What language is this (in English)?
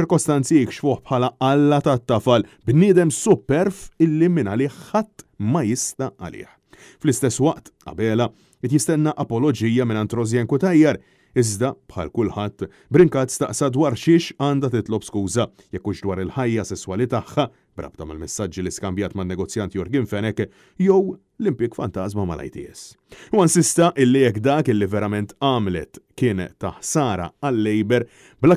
Maltese